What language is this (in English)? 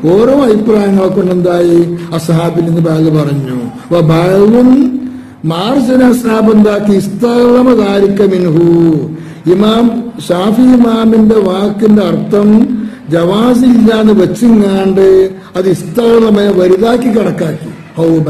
Malayalam